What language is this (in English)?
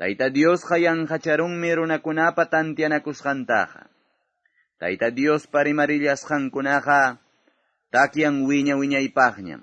Ayacucho Quechua